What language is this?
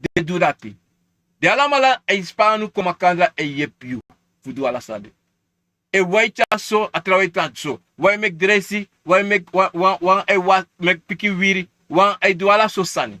Sranan Tongo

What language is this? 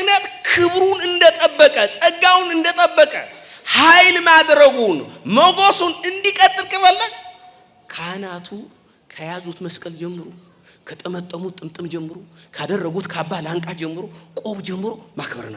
Amharic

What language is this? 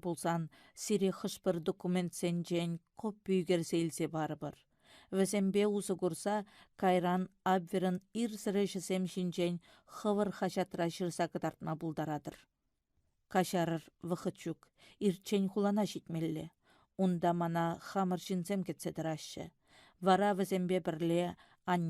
Chuvash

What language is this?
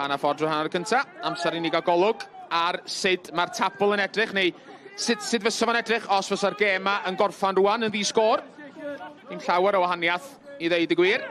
Welsh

